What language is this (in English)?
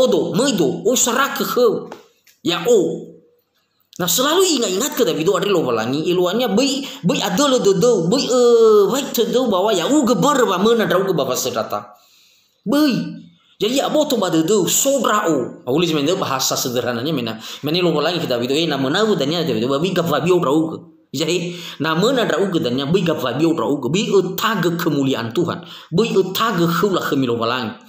Nias